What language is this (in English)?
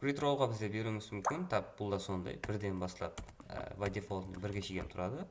Kara-Kalpak